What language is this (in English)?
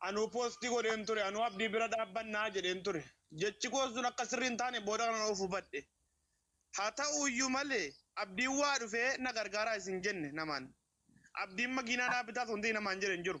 Oromo